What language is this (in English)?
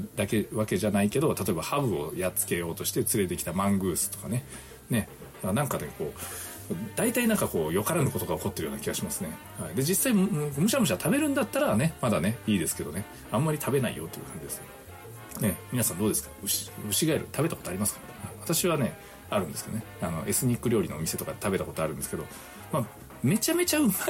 Japanese